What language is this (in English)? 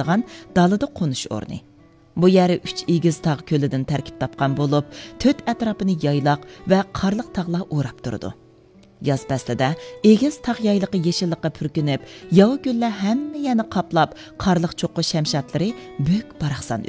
Uyghur